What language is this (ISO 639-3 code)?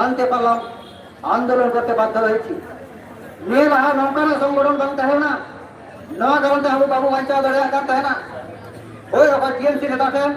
sat